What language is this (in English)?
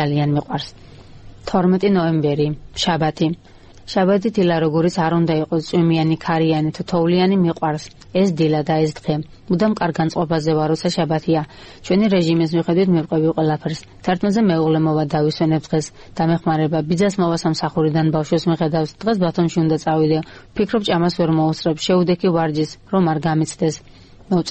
Georgian